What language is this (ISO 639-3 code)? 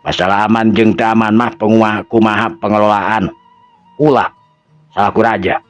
sun